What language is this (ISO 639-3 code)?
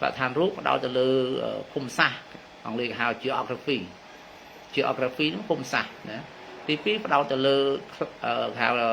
khm